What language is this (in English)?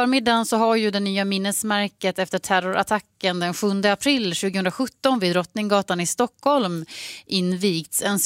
Swedish